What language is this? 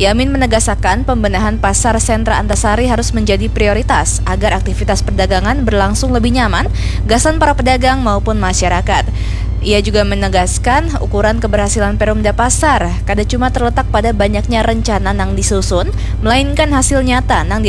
Banjar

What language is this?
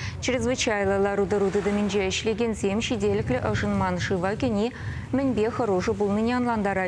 Chuvash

